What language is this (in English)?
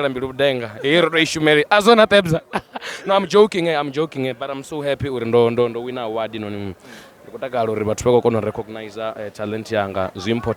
Venda